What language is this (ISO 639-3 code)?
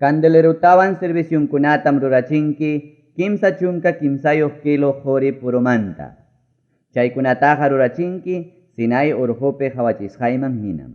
quy